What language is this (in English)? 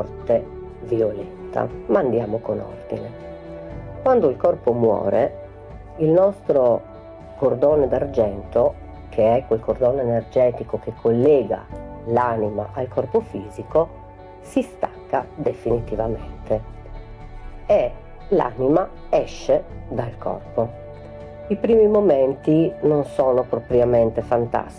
Italian